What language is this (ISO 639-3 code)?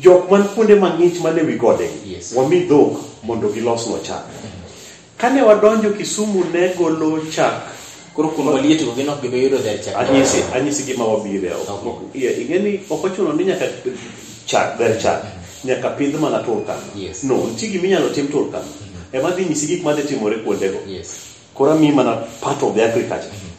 luo